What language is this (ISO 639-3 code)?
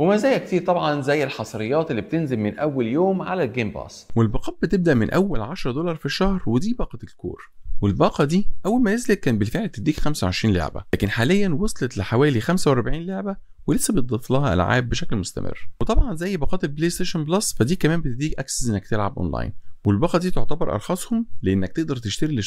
arz